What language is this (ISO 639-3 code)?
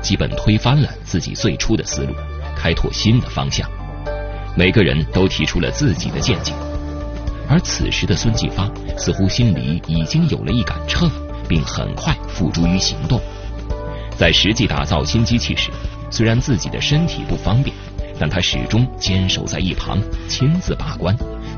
zho